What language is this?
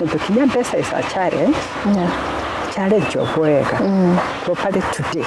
Meru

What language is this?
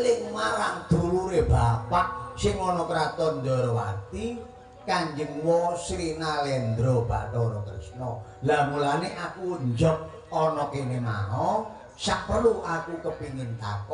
Javanese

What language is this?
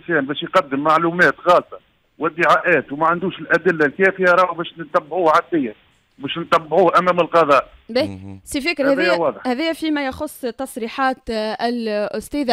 Tunisian Arabic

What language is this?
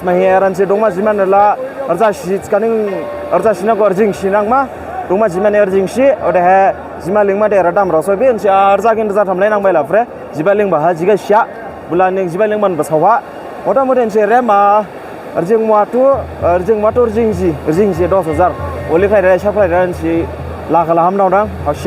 Dimasa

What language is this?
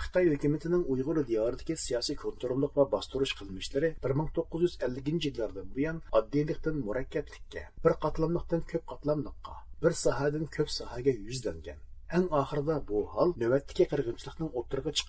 Uyghur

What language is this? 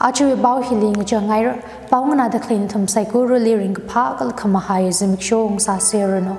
Tangkhul Naga (India)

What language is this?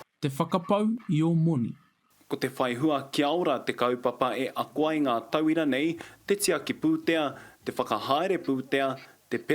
Māori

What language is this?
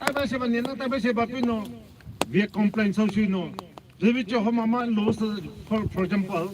Poumei Naga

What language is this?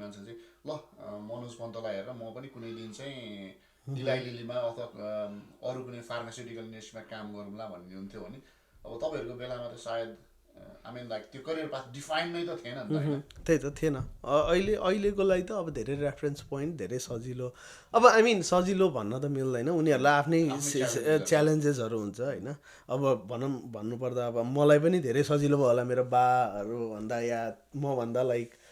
Nepali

